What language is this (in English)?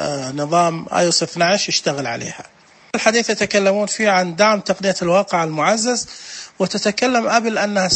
Najdi Arabic